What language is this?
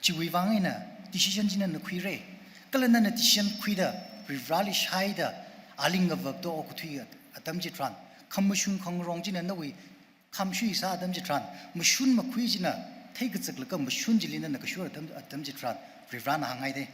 Tangkhul Naga (India)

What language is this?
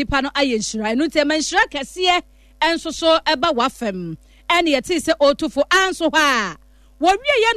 Akan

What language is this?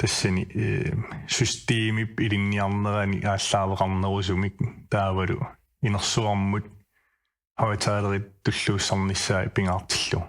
Kalaallisut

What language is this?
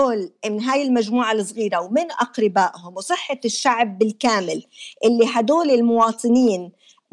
North Levantine Arabic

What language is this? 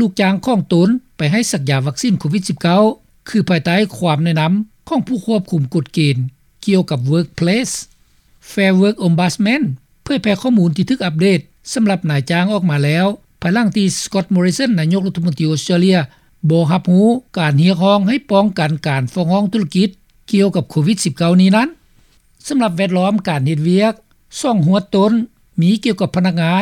Lao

